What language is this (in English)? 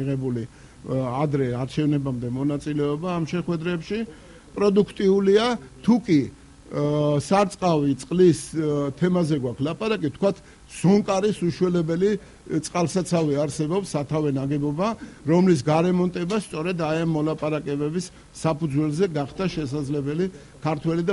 Georgian